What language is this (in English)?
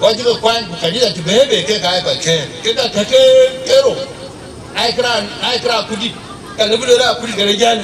Dinka